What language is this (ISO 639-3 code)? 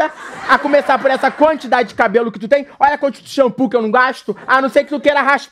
por